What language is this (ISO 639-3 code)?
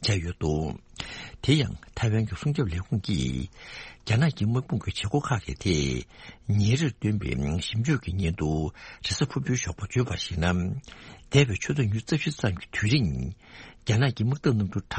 bod